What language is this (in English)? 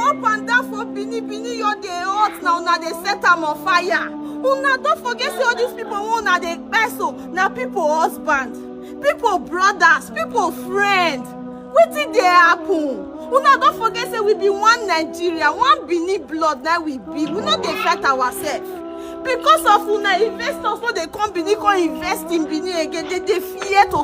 Nigerian Pidgin